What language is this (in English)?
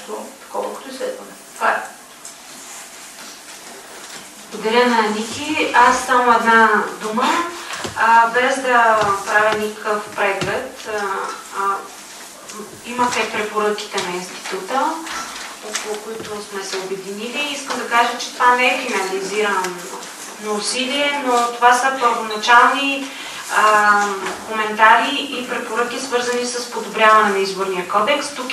Bulgarian